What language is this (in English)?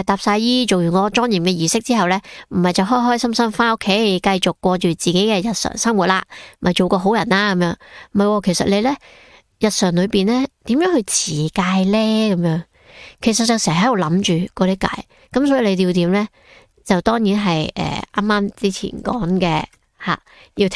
Cantonese